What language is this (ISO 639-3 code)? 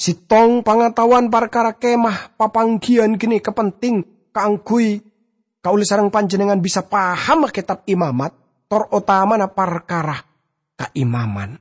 mad